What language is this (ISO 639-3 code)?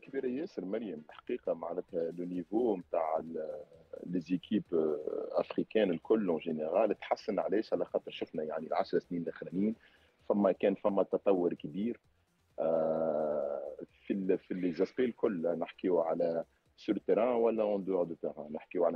aeb